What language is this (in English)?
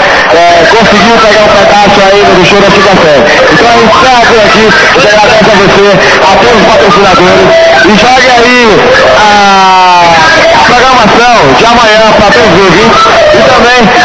Portuguese